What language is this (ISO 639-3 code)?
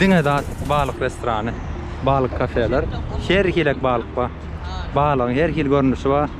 tuk